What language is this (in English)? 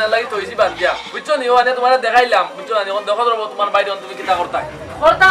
Sylheti